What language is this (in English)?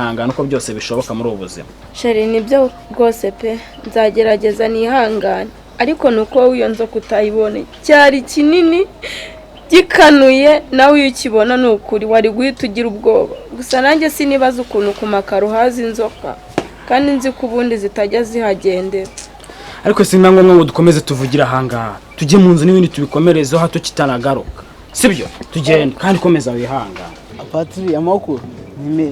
Kinyarwanda